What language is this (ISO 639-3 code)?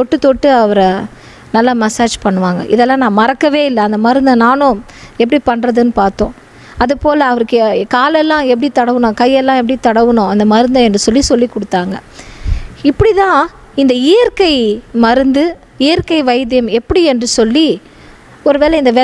tam